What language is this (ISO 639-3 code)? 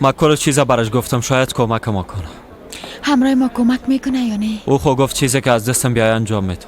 fas